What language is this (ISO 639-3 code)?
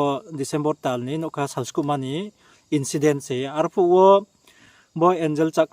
ria